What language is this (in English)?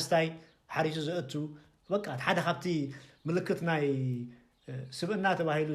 Tigrinya